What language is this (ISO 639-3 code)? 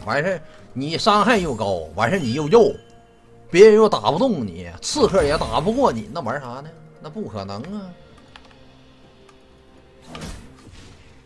zho